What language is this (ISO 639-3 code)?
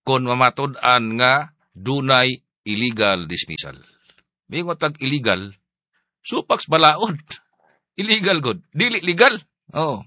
ceb